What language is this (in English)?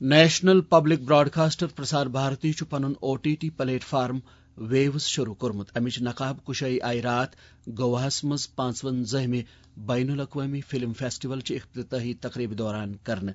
Kashmiri